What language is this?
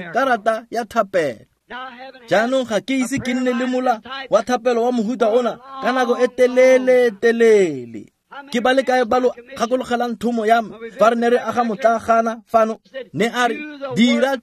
Tswana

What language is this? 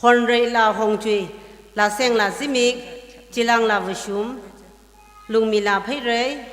Tangkhul Naga (India)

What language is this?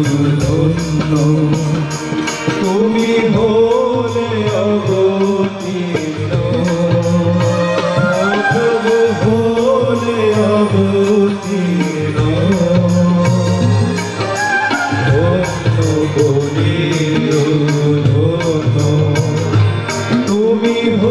Bangla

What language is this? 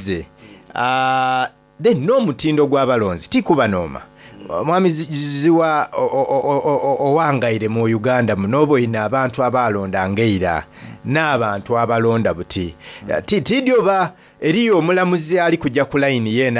Soga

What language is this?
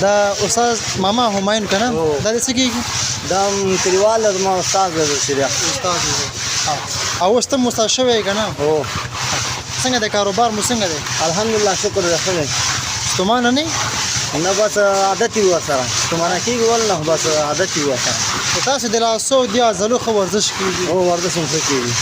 Pashto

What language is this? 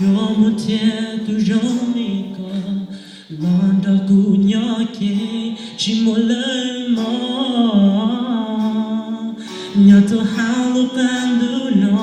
Hmong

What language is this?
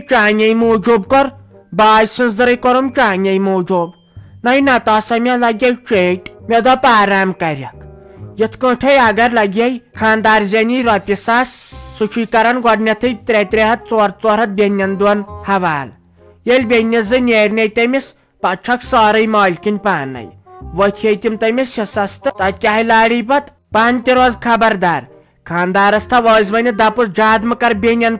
Kashmiri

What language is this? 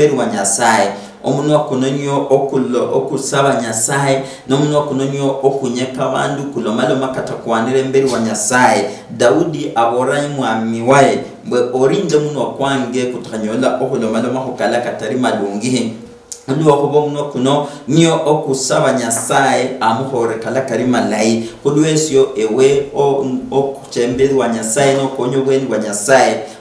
Luyia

